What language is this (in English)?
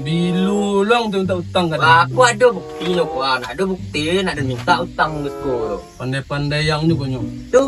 Minangkabau